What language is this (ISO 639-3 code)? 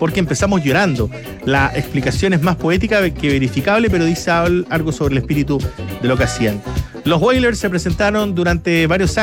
spa